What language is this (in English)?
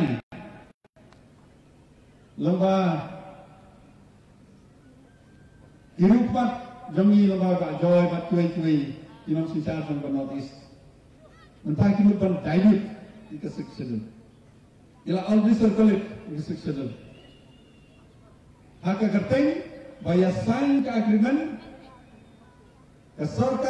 Khasi